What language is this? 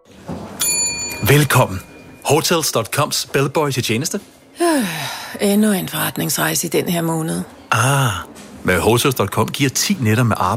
Danish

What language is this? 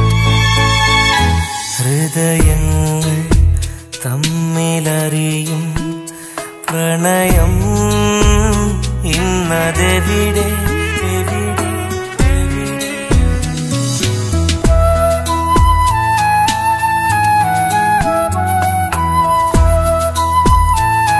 Malayalam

